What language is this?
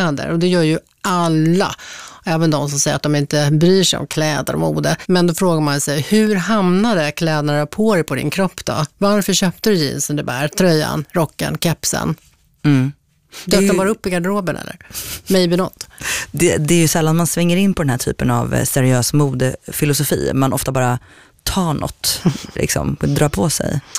Swedish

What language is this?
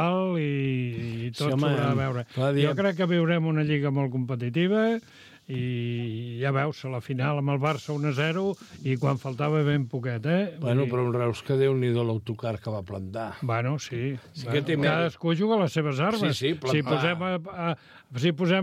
Catalan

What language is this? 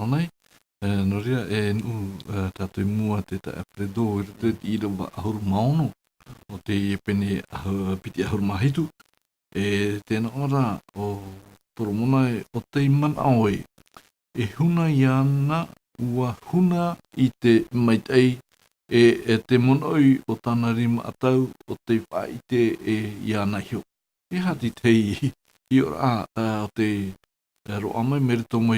Tahitian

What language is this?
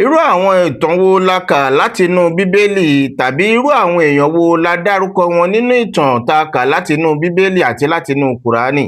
Yoruba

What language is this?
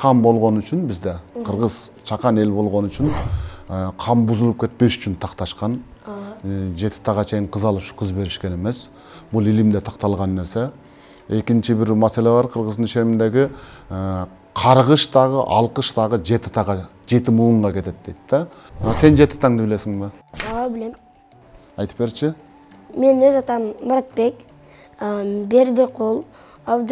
Kyrgyz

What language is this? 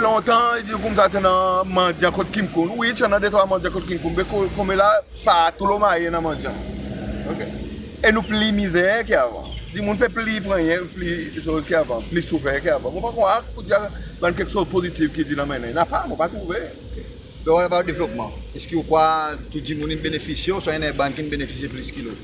Seselwa Creole French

